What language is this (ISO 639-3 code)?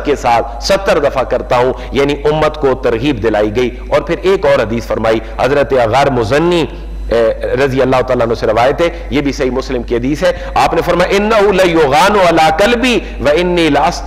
urd